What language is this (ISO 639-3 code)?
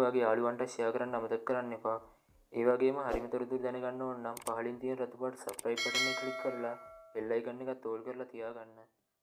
sin